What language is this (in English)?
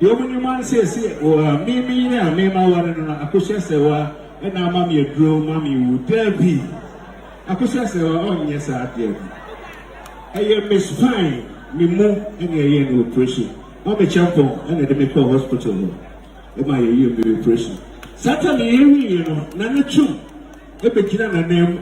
Akan